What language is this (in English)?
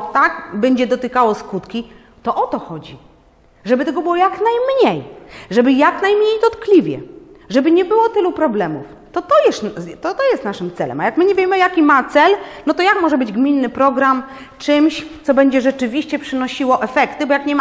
Polish